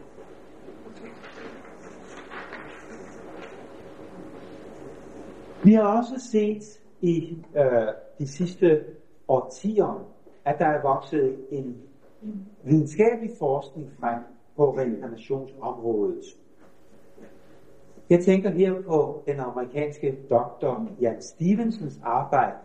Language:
Danish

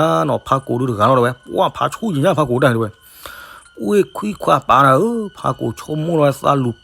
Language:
S'gaw Karen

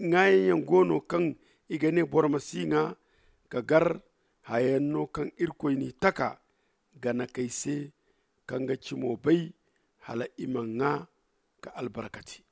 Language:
Zarma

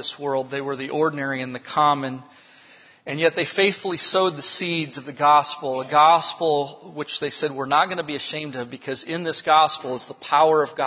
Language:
English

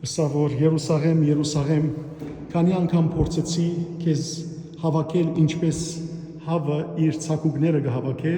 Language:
Western Armenian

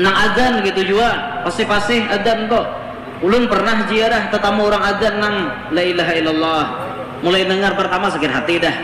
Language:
Banjar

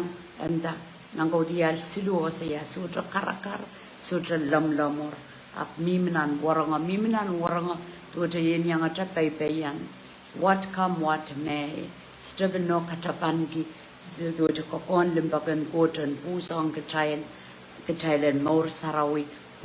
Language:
Pohnpeian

